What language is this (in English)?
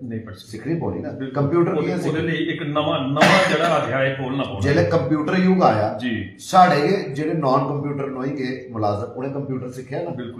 Dogri